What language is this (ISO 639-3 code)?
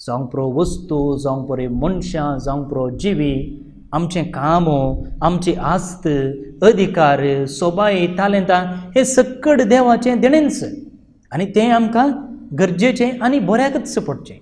kok